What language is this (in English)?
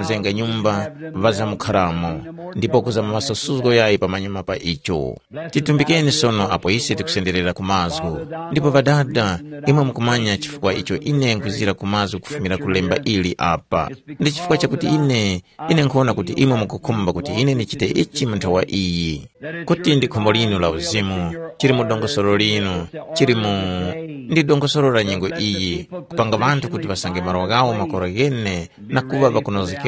Tumbuka